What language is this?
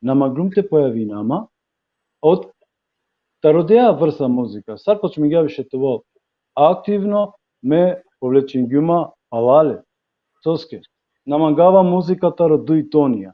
Balkan Romani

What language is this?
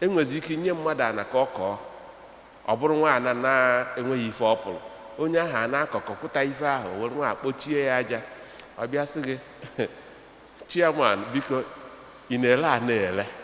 Igbo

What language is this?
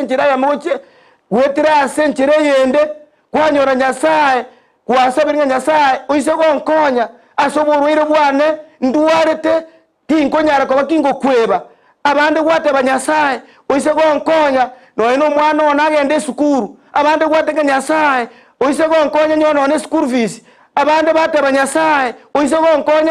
Gusii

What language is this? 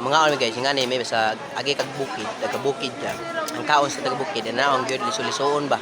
Cebuano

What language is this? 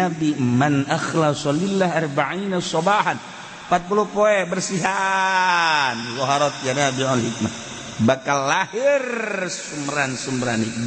Sundanese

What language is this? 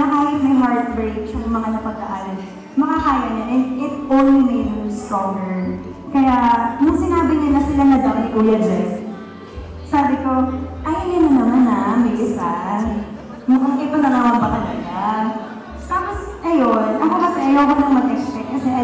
Filipino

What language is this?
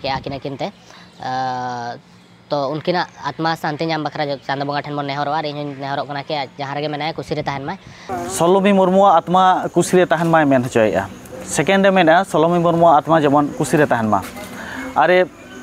Santali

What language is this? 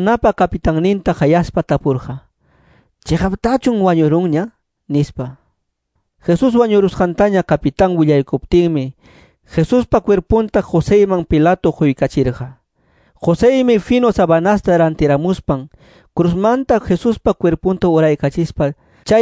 Quechua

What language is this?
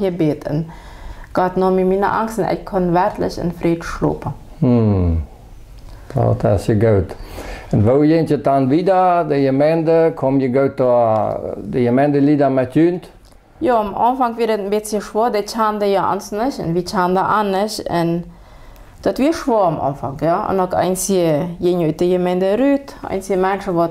Plautdietsch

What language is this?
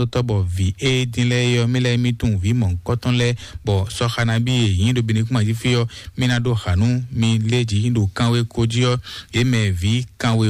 Fon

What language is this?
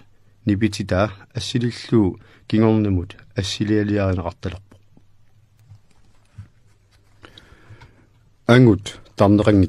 Kalaallisut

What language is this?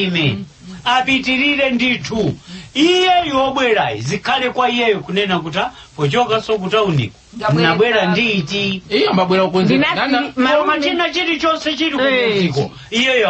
Nyanja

